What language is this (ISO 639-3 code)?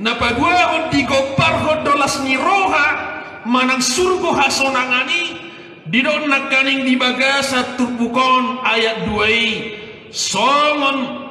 bbc